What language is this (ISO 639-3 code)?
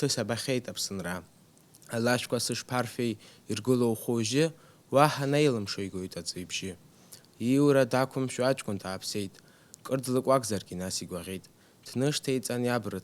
abk